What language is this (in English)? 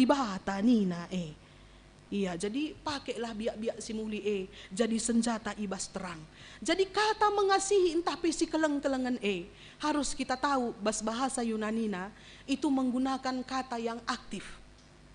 Batak Karo